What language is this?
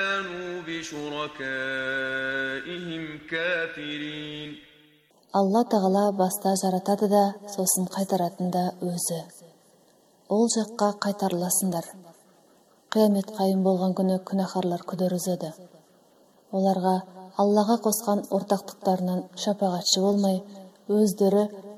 Kazakh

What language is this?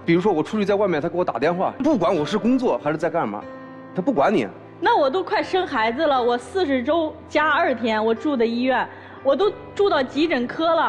Chinese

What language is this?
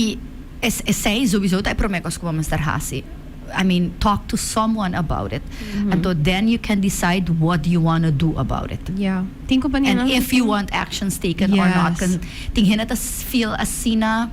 Papiamento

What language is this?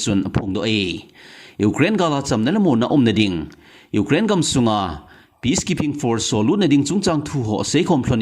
Thado Chin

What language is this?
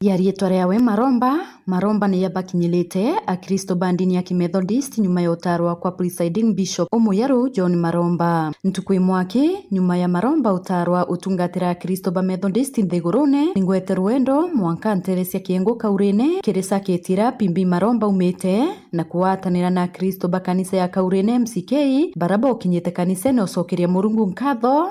Meru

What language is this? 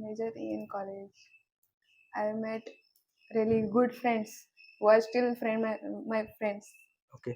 Konkani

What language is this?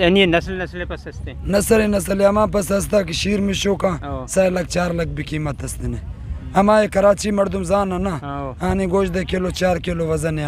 Eastern Balochi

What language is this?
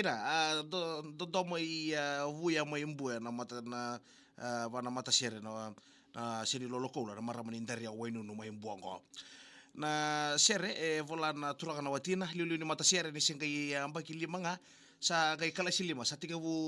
Fijian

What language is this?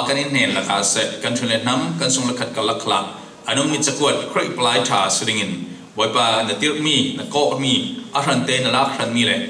Falam Chin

